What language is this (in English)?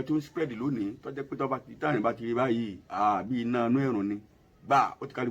Yoruba